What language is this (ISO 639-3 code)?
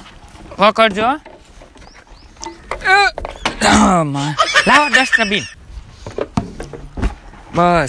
guj